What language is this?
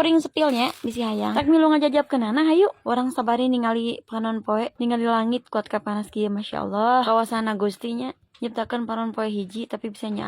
Sundanese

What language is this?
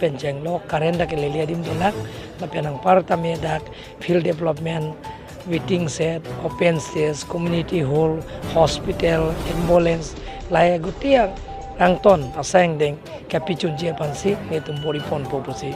Karbi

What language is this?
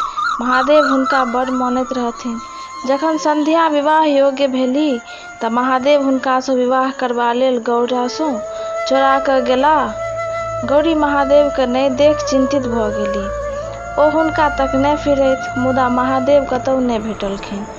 Maithili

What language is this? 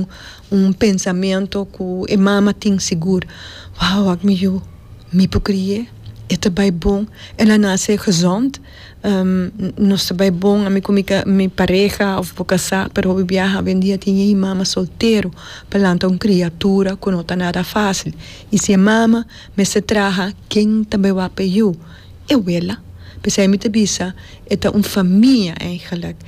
Papiamento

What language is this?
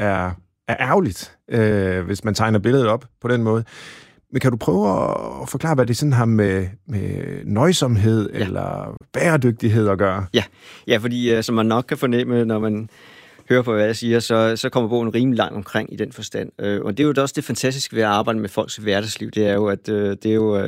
Danish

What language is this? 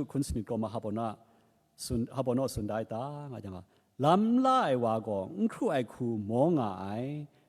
Kachin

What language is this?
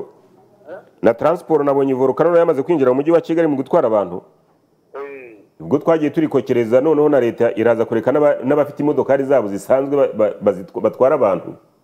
Kinyarwanda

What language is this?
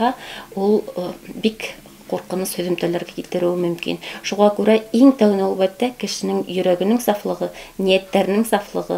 Bashkir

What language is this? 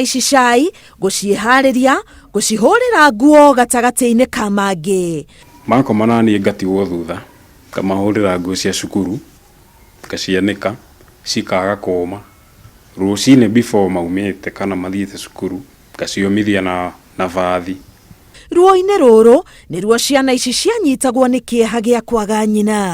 Kikuyu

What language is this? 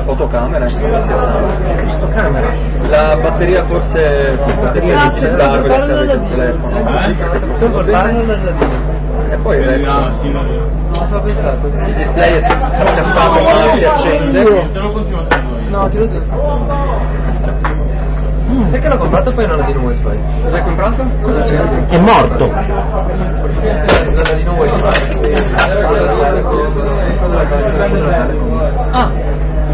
Italian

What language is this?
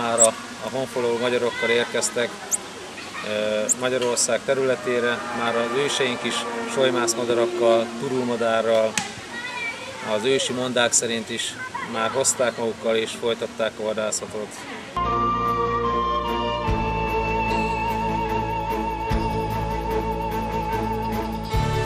Hungarian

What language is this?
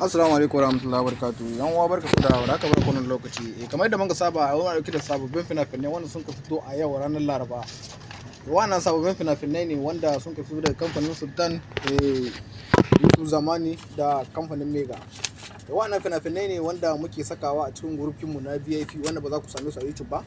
Hausa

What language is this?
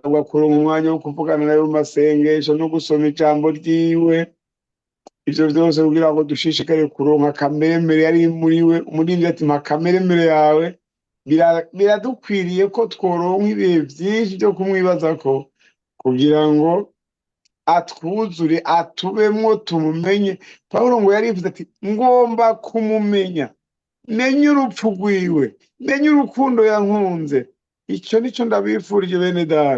Rundi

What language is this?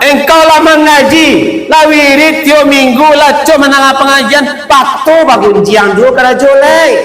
Minangkabau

